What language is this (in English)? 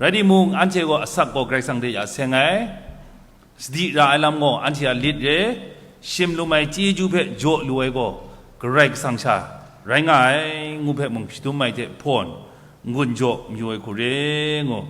Kachin